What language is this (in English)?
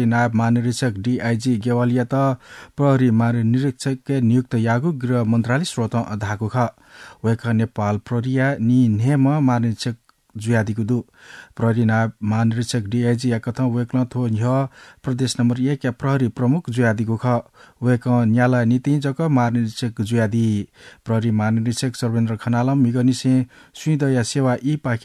Newari